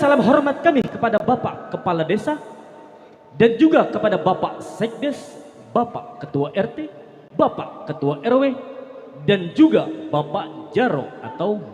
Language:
Betawi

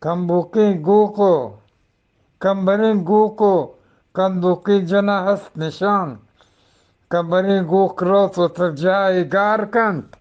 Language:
Eastern Balochi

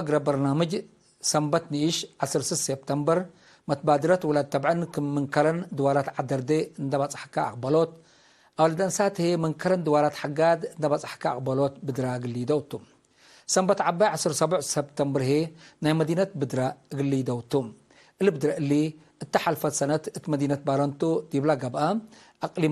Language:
Tigre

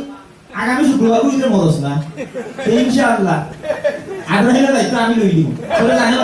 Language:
Sylheti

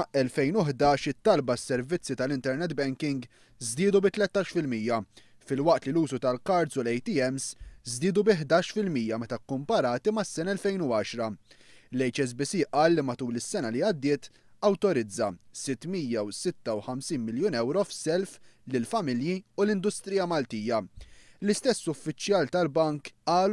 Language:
Maltese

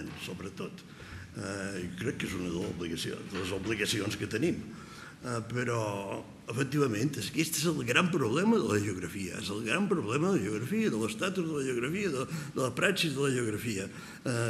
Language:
Catalan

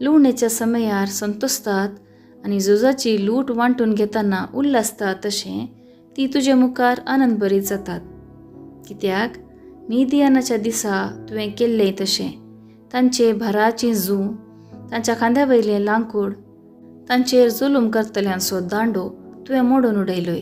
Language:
Konkani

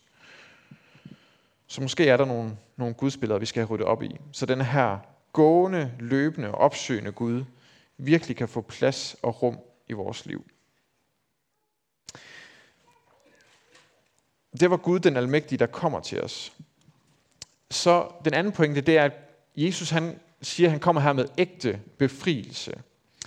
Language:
Danish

